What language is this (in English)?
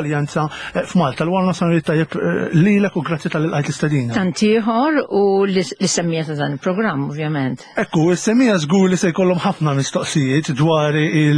Maltese